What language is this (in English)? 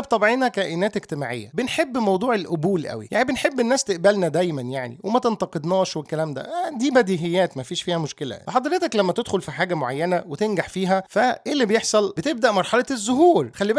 Egyptian Arabic